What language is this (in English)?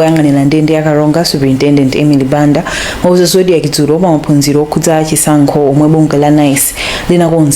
Nyanja